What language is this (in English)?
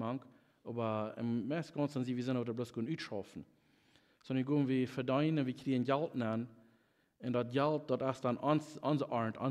Plautdietsch